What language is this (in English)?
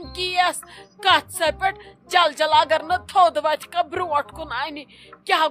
Kashmiri